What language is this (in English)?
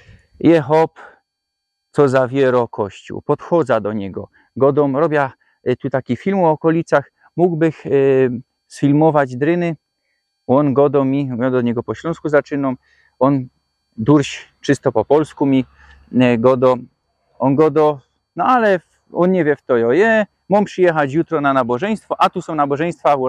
Silesian